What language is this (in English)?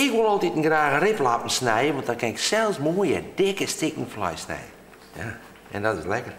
Western Frisian